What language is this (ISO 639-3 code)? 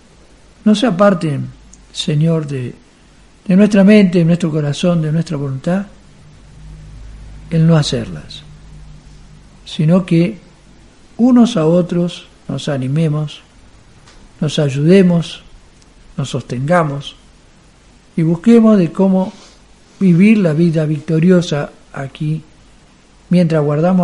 spa